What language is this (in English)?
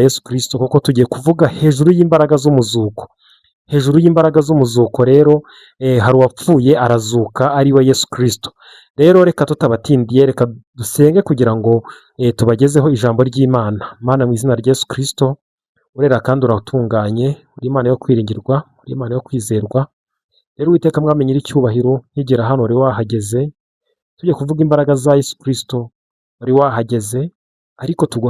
Kinyarwanda